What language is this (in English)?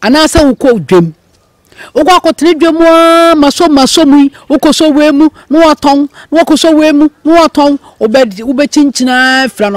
Akan